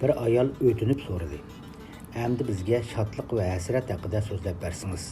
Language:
Uyghur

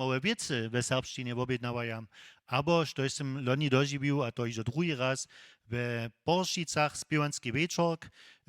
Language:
Upper Sorbian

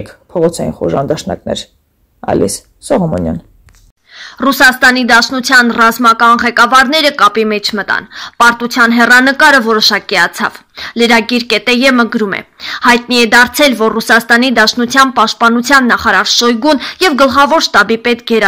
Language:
Armenian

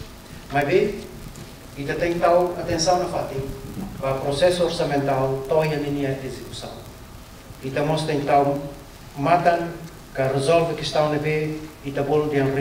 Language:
Tetum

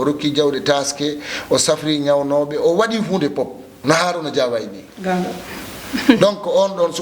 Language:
Fula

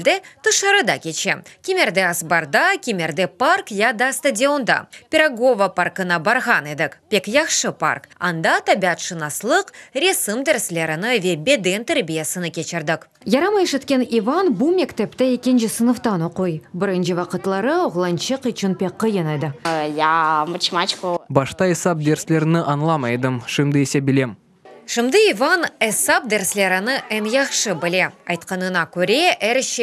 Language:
Crimean Tatar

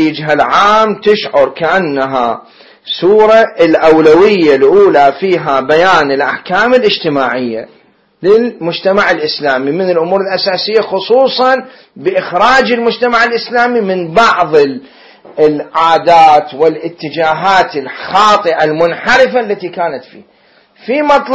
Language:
Arabic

